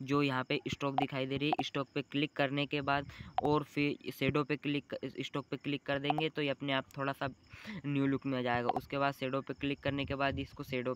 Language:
Hindi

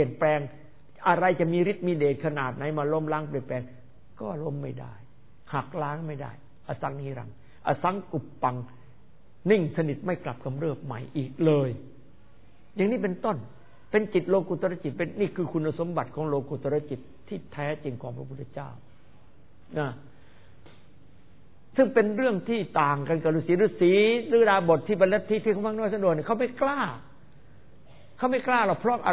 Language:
Thai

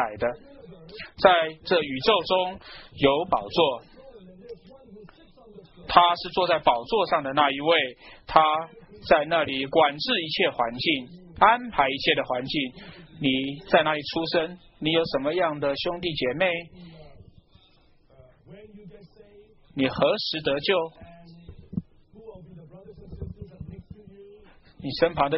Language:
Chinese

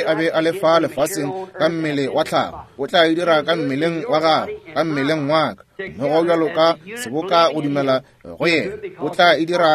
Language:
Northern Sotho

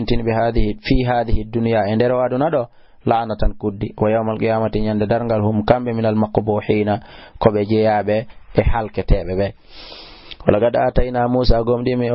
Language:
Fula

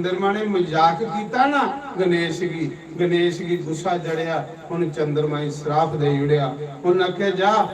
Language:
Dogri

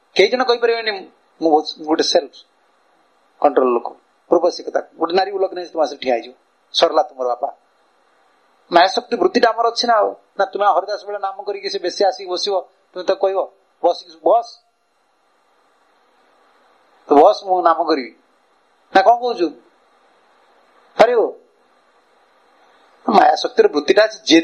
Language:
Odia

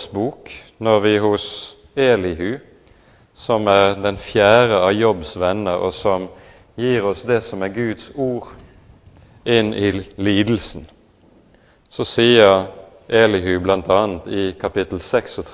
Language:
Norwegian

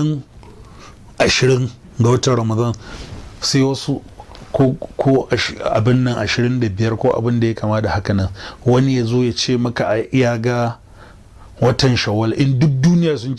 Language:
Hausa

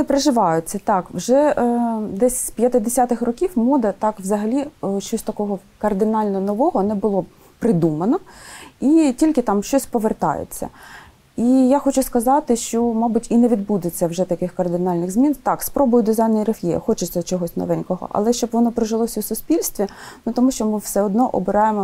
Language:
Ukrainian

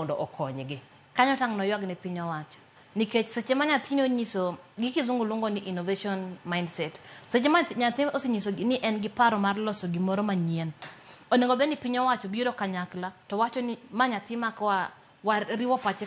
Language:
Luo (Kenya and Tanzania)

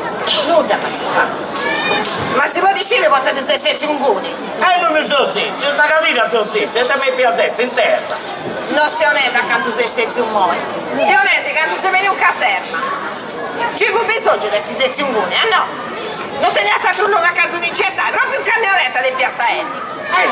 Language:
Sardinian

